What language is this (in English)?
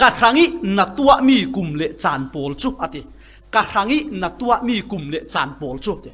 Falam Chin